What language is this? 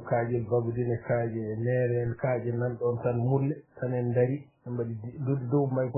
Fula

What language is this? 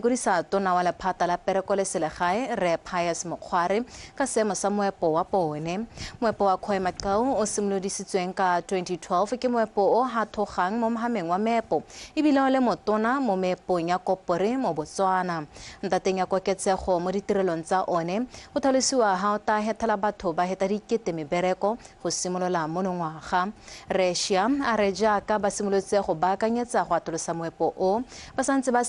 Tswana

